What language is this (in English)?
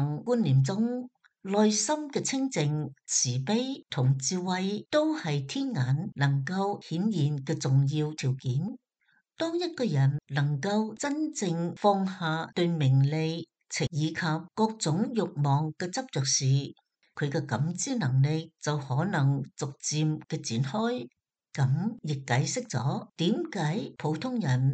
Cantonese